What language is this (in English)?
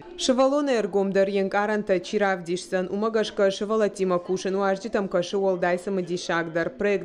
Ossetic